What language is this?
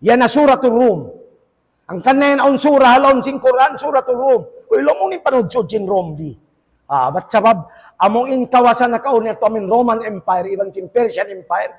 Tausug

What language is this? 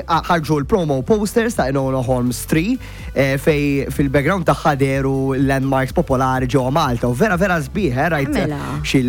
Maltese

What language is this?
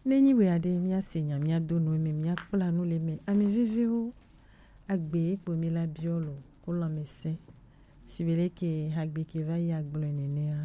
Gen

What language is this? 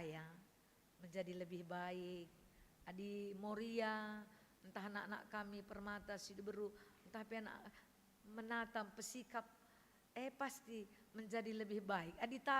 Batak Karo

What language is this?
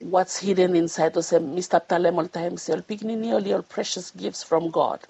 Bislama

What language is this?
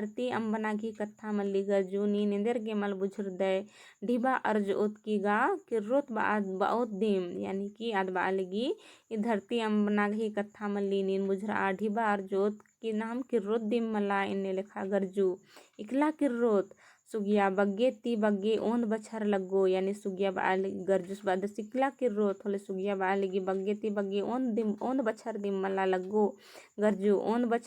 Kurukh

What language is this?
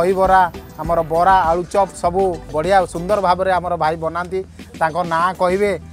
Odia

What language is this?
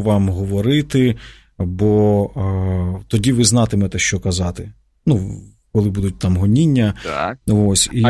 Ukrainian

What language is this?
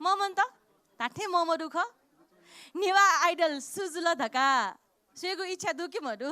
Newari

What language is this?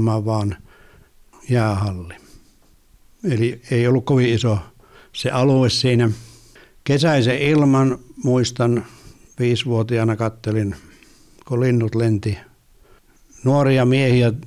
Finnish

